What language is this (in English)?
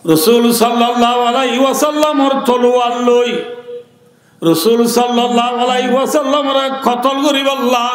Rohingya